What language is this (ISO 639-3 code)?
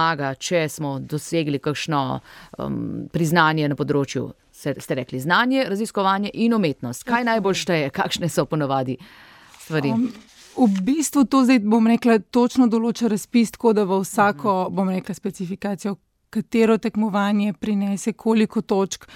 slv